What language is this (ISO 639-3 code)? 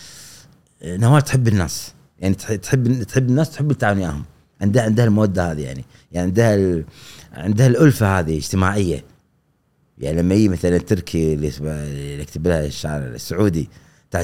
afb